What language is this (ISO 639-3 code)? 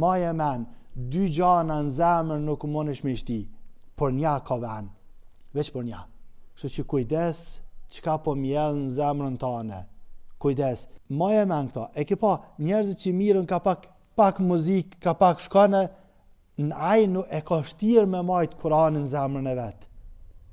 sqi